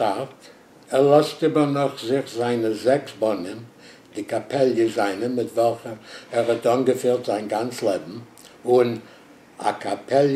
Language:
Yiddish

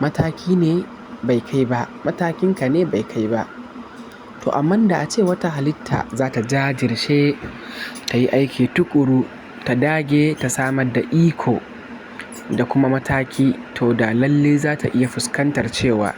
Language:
Hausa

